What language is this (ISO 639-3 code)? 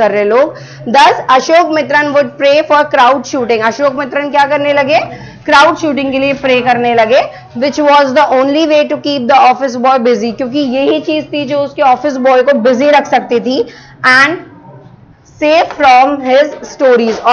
hin